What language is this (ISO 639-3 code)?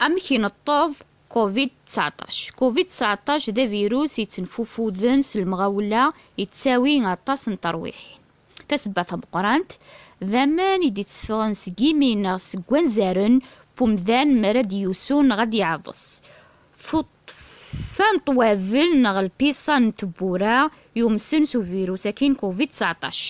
kab